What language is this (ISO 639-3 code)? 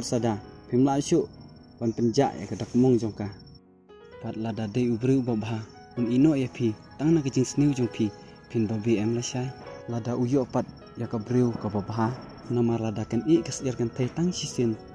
kha